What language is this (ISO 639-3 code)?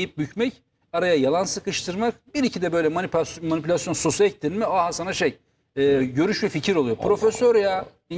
tur